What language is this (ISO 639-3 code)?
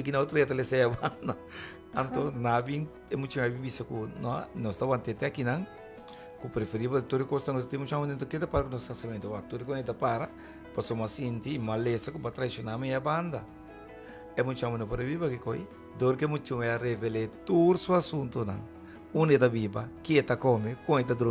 pap